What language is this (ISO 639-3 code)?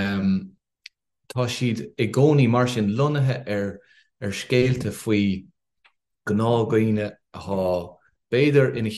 gle